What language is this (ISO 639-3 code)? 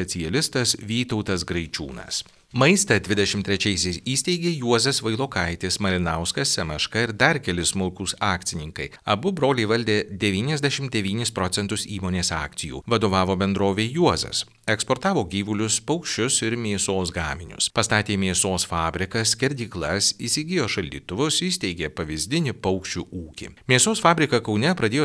lit